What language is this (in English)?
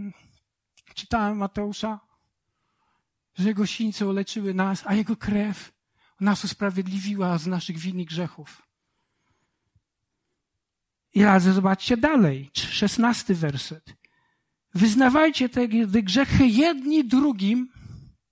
Polish